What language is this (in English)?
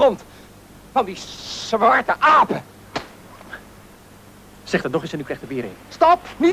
Swedish